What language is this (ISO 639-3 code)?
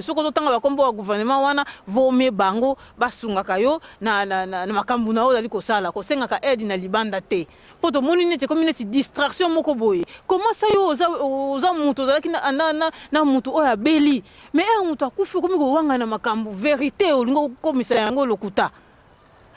lin